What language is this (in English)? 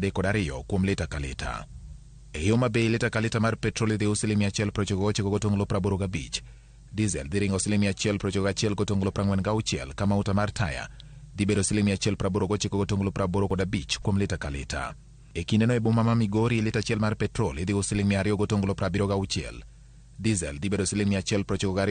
Luo (Kenya and Tanzania)